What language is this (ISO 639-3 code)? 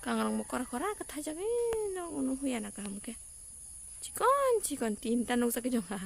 trp